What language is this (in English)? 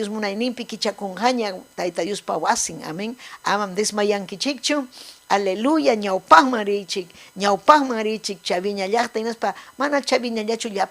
Ayacucho Quechua